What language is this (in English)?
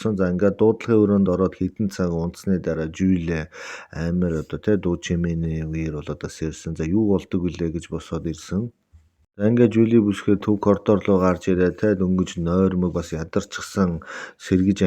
Mongolian